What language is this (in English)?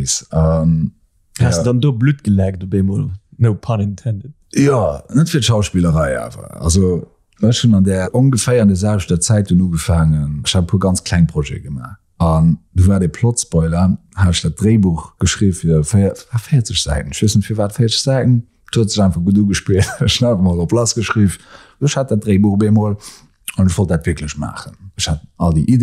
Luxembourgish